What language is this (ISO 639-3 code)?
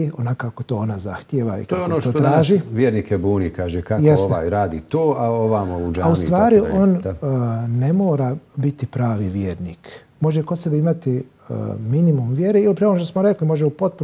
bos